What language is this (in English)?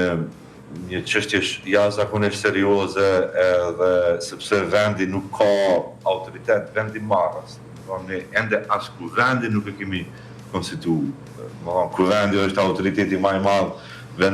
Albanian